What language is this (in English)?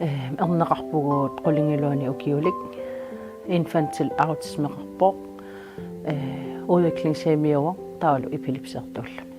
Kalaallisut